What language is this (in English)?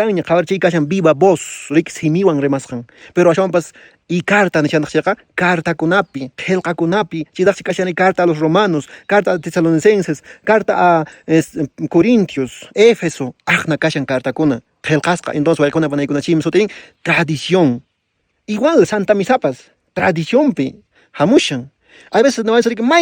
Quechua